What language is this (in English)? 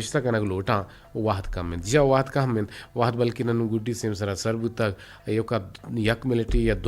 Eastern Balochi